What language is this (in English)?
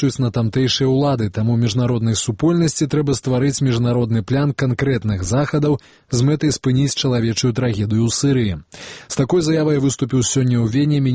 Belarusian